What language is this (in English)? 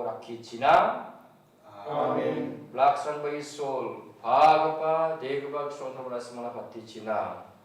Garo